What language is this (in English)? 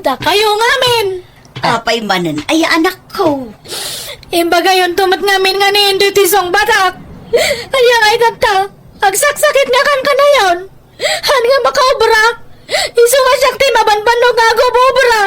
Iloko